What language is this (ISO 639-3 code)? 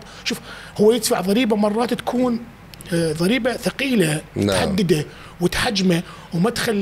acm